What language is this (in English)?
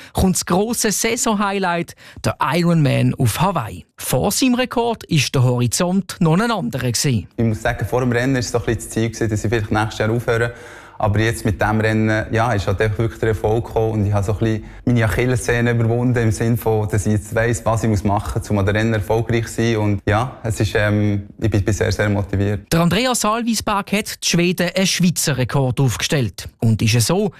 German